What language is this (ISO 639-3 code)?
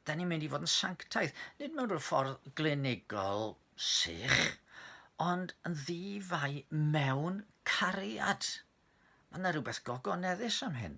cym